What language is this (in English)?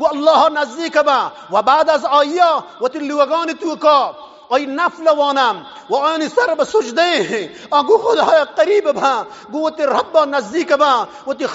Eastern Balochi